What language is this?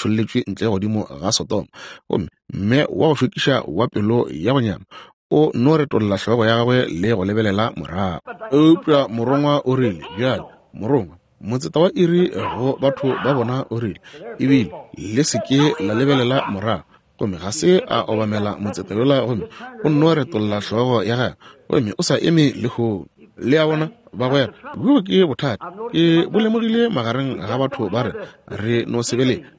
Northern Sotho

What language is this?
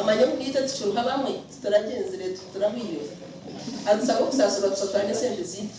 Nyankole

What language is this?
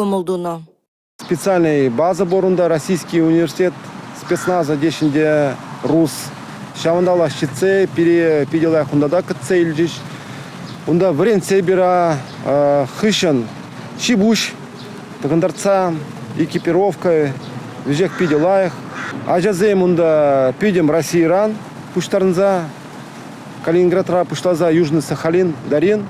Chuvash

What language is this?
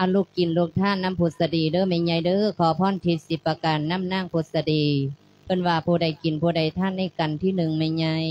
Lao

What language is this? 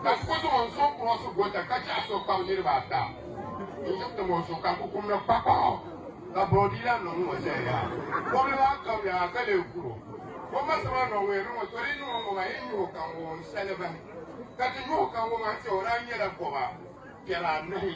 Dagbani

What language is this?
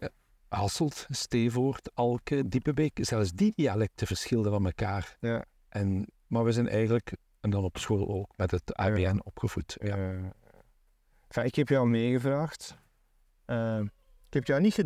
Dutch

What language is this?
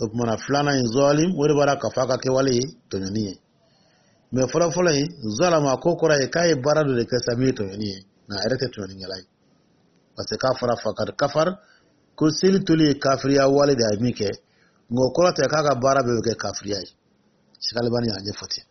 Dyula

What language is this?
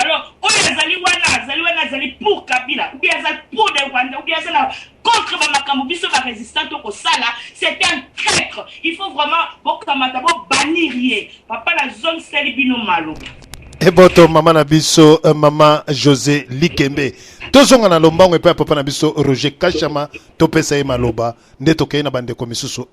Lingala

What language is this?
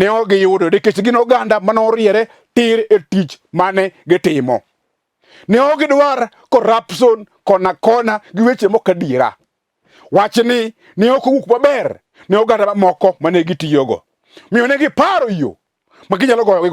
Luo (Kenya and Tanzania)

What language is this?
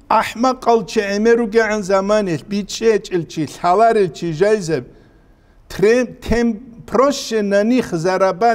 Avaric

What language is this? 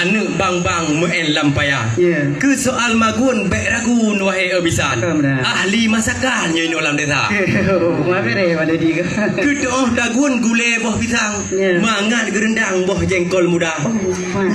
Achinese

